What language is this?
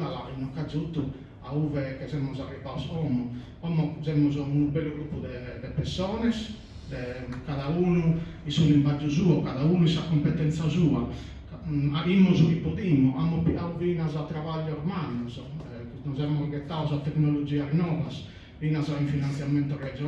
Sardinian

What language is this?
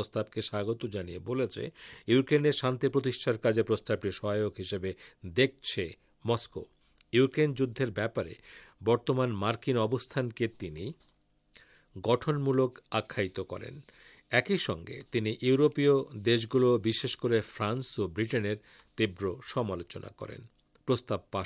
Bangla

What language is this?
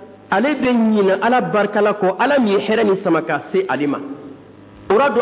Dyula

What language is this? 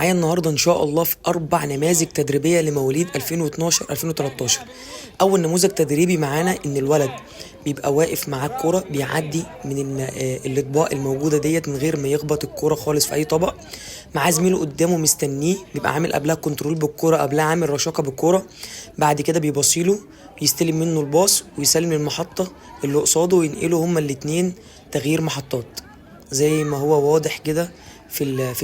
Egyptian Arabic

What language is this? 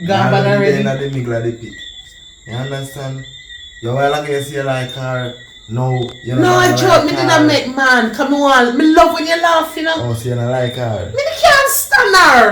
Jamaican Creole English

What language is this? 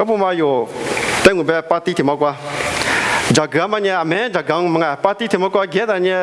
Lisu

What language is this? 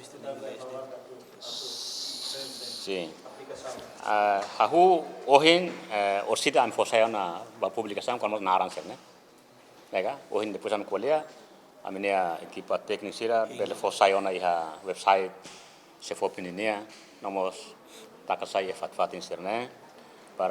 Tetum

